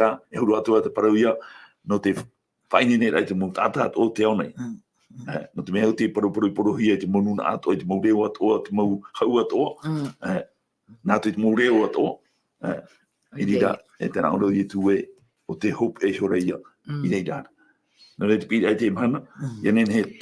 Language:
Tahitian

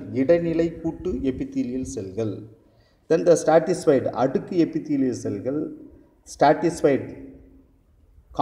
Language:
Tamil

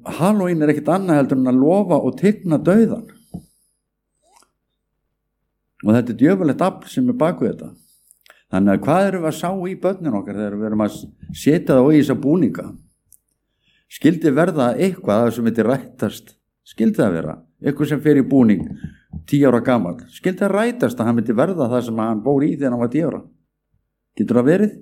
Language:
Icelandic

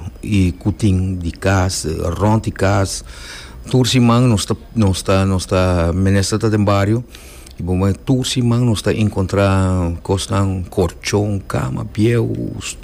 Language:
Papiamento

